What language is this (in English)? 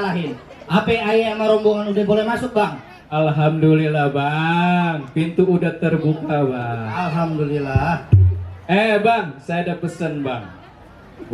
Betawi